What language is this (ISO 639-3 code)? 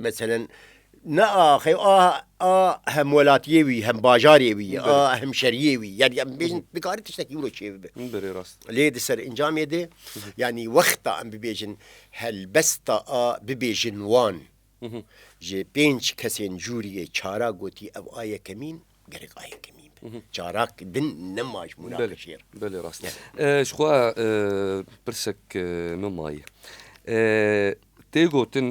kur